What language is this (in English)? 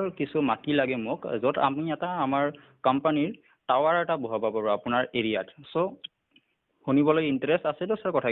Assamese